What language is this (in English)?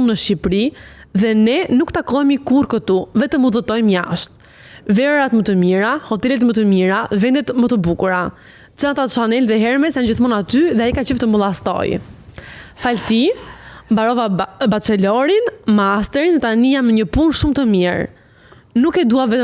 Albanian